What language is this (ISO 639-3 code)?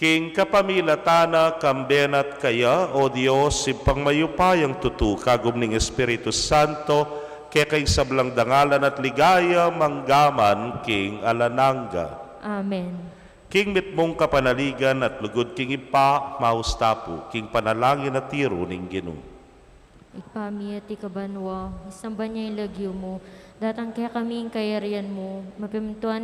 pam